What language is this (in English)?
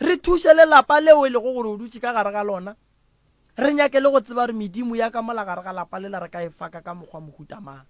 Northern Sotho